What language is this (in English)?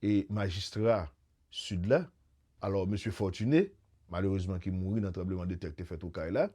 Haitian Creole